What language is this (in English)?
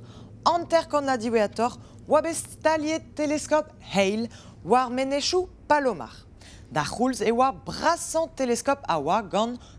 Breton